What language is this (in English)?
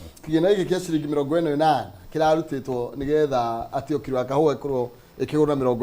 Kikuyu